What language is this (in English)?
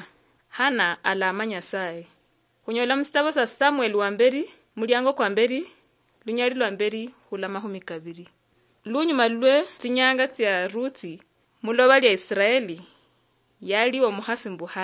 Luyia